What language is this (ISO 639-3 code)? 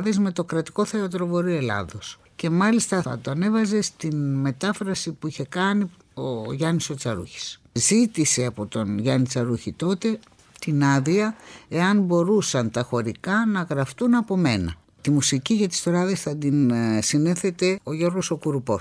ell